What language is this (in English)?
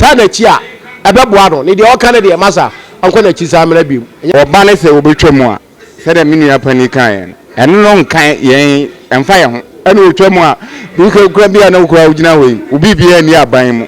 Akan